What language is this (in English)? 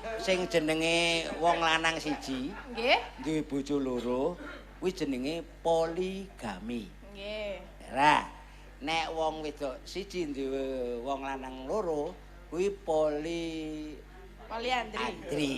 Javanese